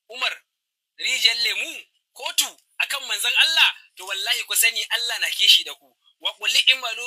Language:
Hausa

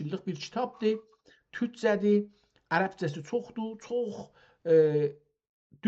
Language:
South Azerbaijani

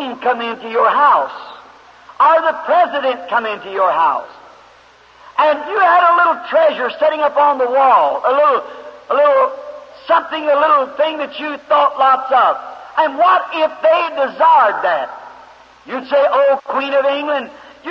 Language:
English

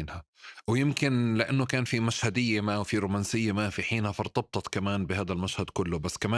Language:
North Levantine Arabic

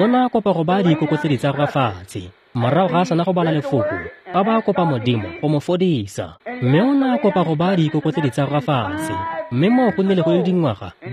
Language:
Tswana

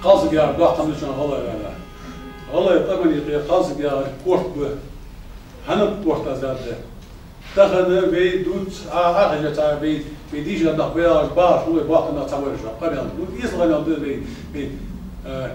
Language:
Ingush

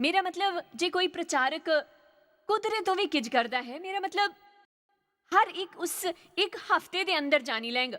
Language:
Dogri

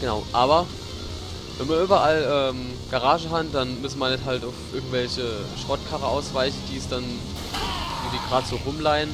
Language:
Palatine German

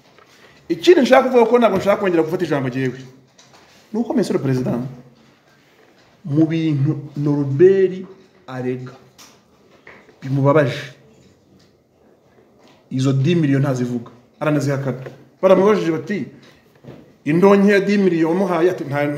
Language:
Kinyarwanda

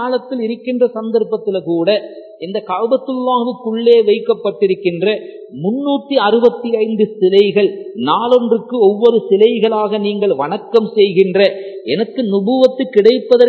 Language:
Tamil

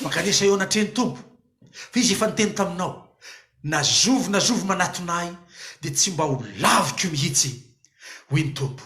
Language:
Malagasy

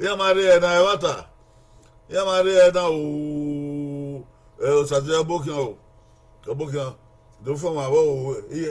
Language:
Bini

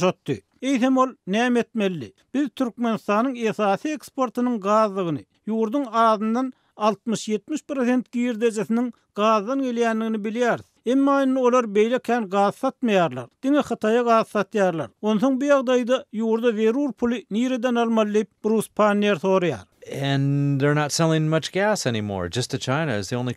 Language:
Turkmen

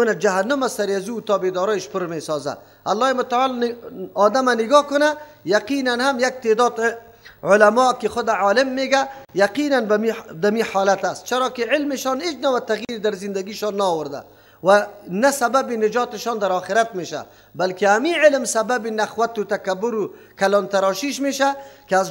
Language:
Persian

